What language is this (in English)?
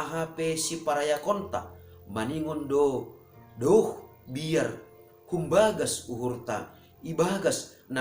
Batak Simalungun